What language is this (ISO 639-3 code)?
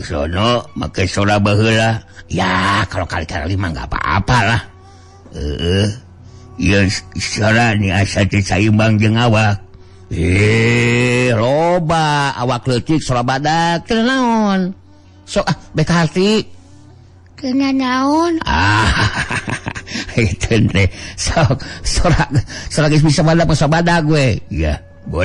sun